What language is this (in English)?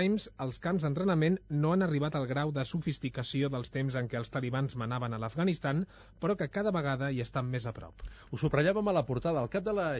Catalan